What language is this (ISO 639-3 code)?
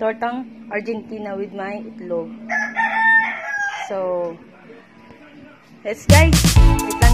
fil